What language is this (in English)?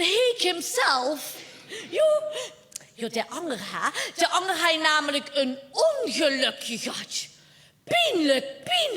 Limburgish